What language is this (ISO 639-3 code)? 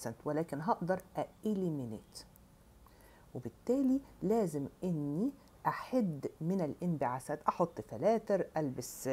arz